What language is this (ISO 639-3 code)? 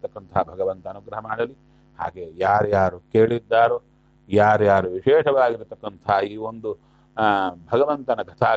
kan